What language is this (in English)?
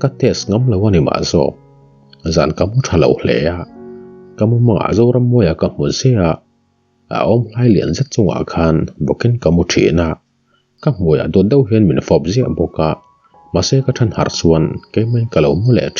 Mizo